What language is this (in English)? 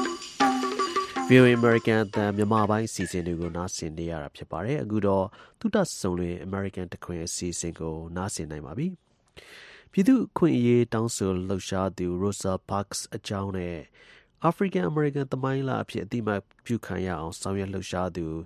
Burmese